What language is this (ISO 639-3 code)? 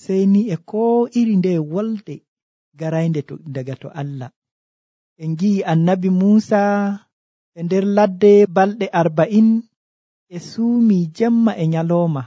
fuv